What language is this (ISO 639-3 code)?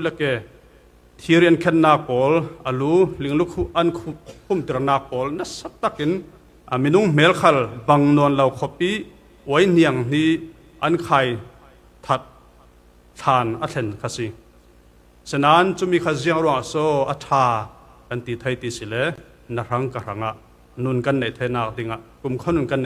cfm